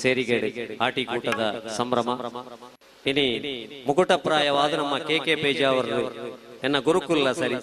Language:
Tulu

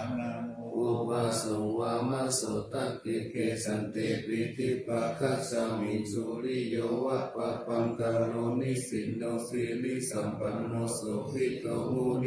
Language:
Pali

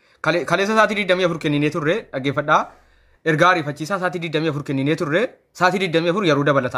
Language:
Oromo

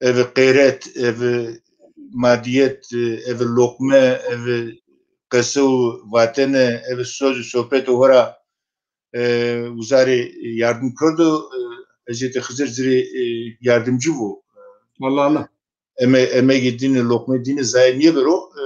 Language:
Zaza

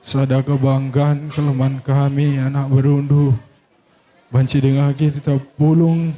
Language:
Batak Karo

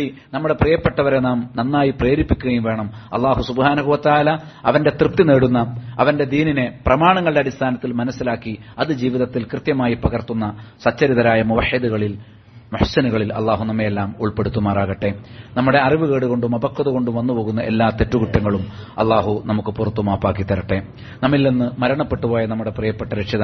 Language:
Malayalam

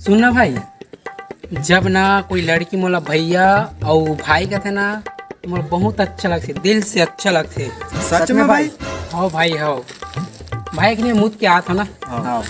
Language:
Chhattisgarhi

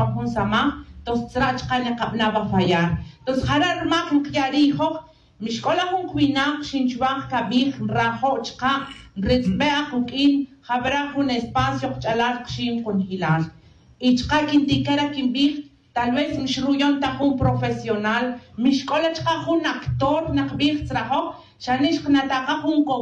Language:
Tz'utujil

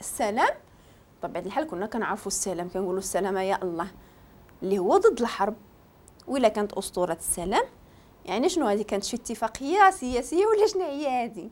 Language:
Moroccan Arabic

